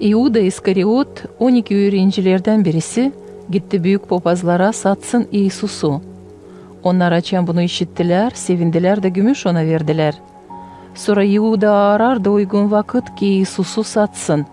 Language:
Gagauz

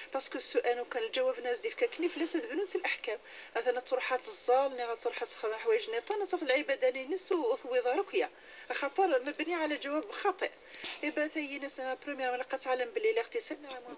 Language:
Moroccan Arabic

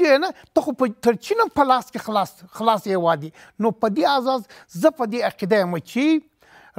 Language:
Pashto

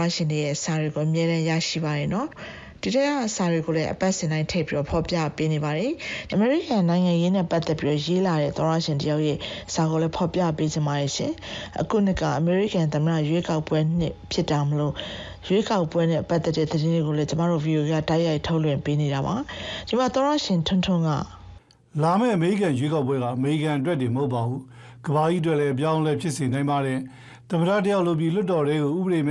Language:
Burmese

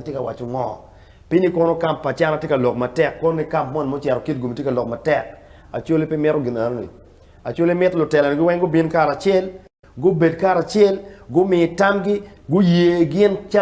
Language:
Acoli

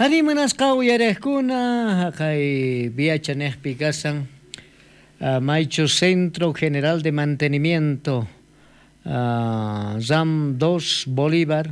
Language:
South Bolivian Quechua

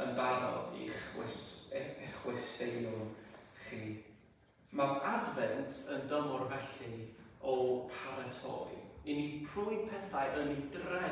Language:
Welsh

